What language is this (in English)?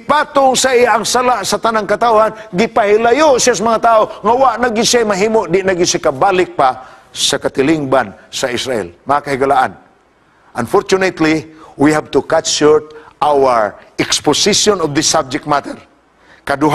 Cebuano